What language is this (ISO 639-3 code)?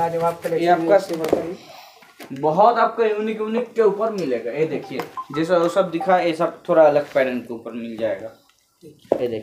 hin